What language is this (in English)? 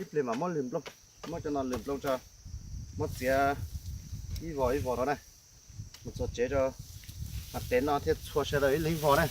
Hmong